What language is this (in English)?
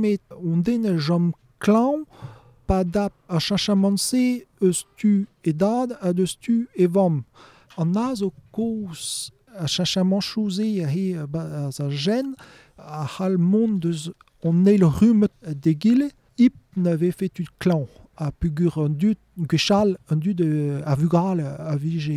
Breton